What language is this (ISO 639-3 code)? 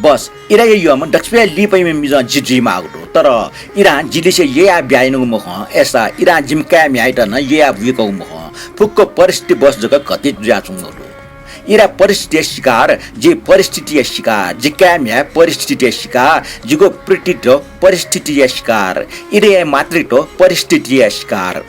new